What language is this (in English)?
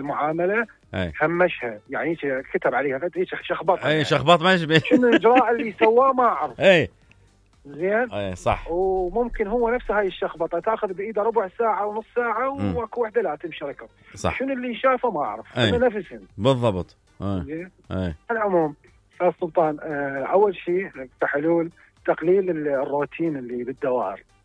Mesopotamian Arabic